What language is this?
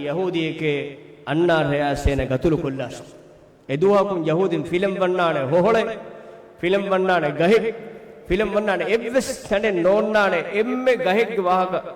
Divehi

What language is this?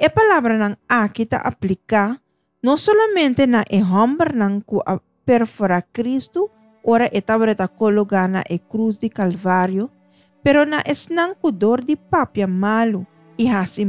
Papiamento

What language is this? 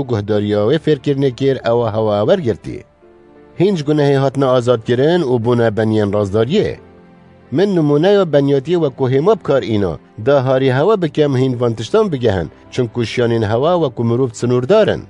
Kurdish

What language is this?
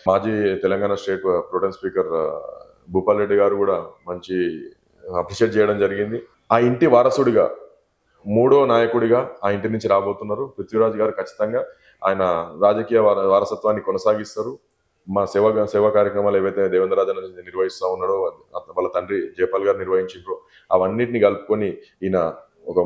Telugu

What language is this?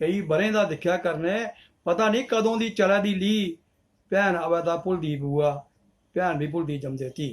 Dogri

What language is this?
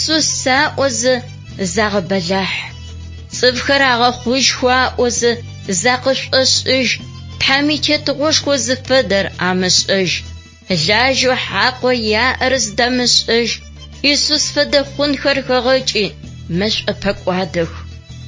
Adyghe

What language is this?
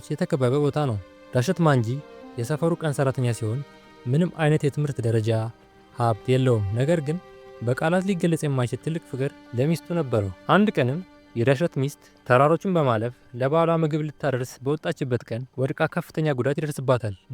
Amharic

